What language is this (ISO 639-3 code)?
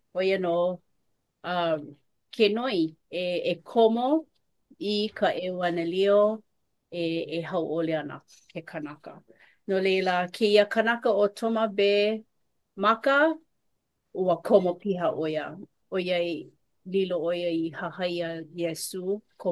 haw